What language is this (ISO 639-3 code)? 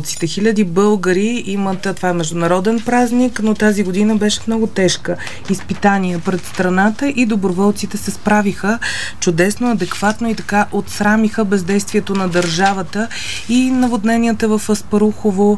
bul